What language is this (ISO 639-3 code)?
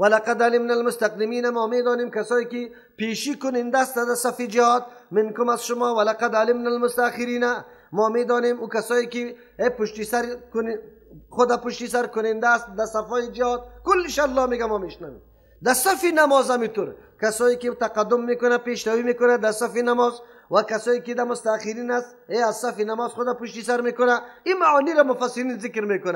fas